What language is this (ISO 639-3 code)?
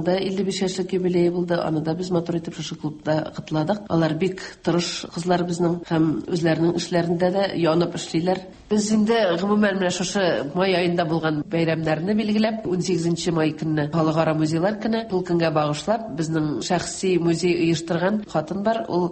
tat